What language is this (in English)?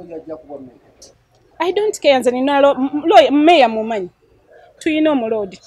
Ganda